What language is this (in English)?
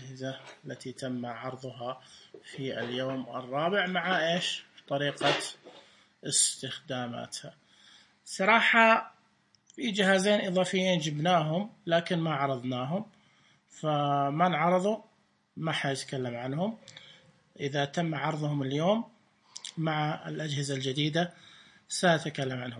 Najdi Arabic